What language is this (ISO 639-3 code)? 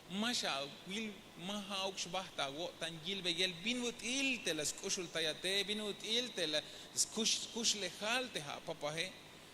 tzh